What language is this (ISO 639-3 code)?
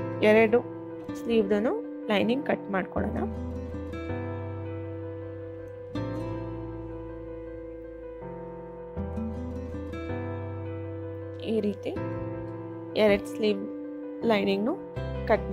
kan